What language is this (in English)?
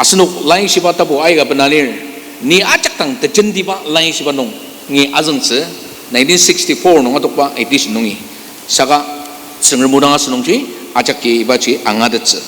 Ao Naga